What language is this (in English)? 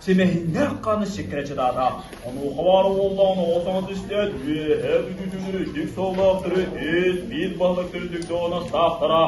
Yakut